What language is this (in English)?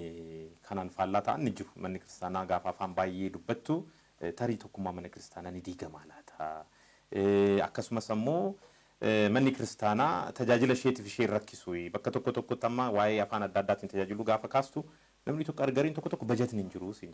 Oromo